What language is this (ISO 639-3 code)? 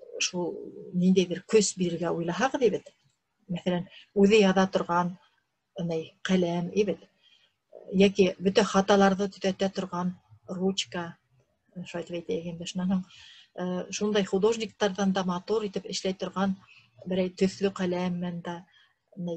bak